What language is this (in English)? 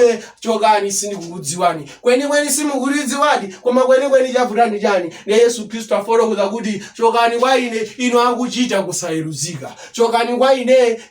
Nyanja